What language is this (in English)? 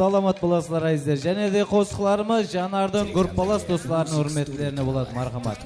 Kara-Kalpak